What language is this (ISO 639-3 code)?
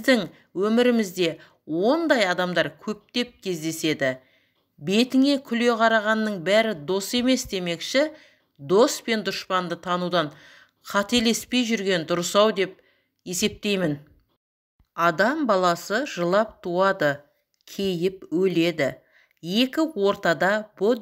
kaz